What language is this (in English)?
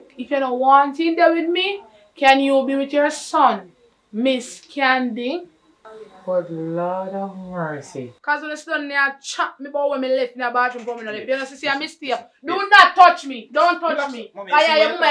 Jamaican Creole English